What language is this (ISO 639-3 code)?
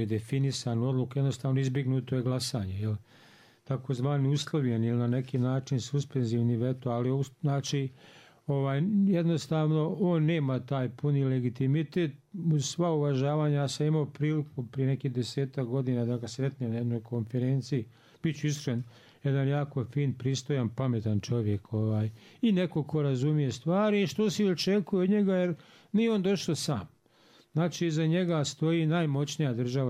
bos